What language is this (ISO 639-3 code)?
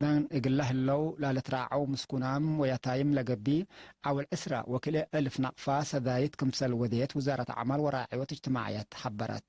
tig